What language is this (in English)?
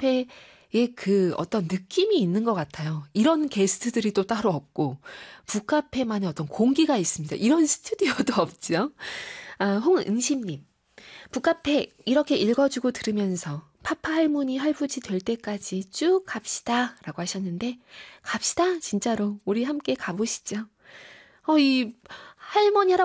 Korean